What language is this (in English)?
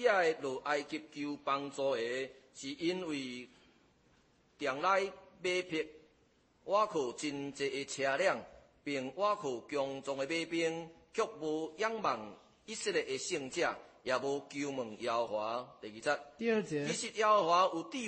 Chinese